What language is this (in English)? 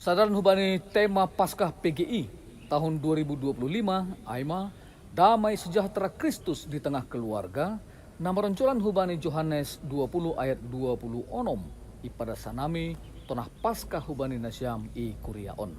Batak Simalungun